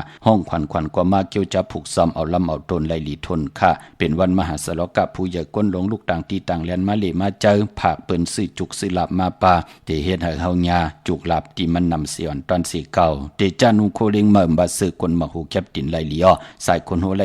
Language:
Shan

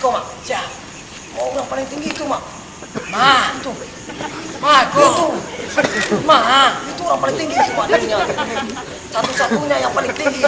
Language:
Minangkabau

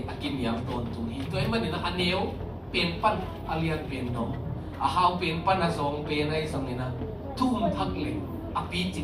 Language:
Tedim Chin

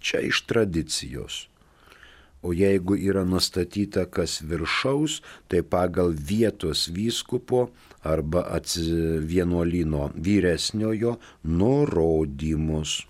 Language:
Lithuanian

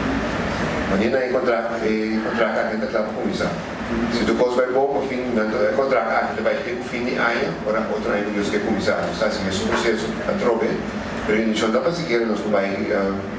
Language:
Papiamento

